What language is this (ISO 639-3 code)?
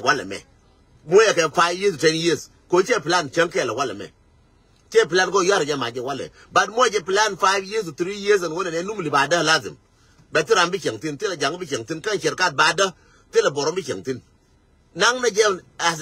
nus